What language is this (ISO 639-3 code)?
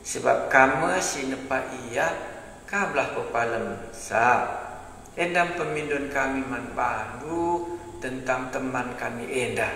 btx